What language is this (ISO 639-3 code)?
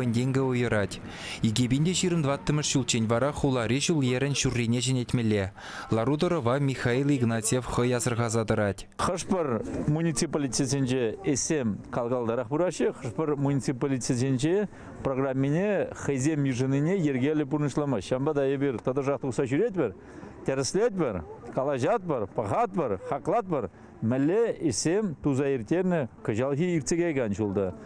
chv